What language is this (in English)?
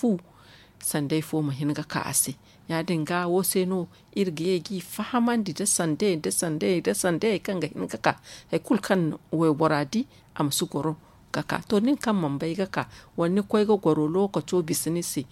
Zarma